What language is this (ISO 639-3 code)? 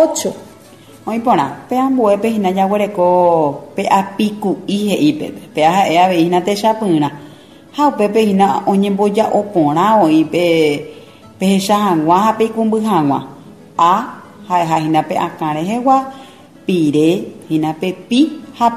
grn